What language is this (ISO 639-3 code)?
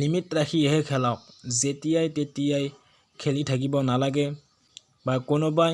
asm